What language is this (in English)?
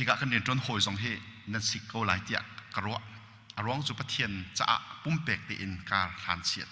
Hakha Chin